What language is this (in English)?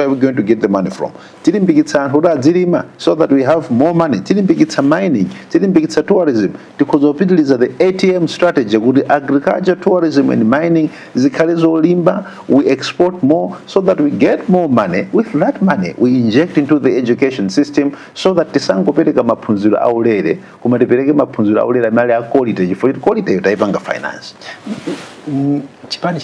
Nyanja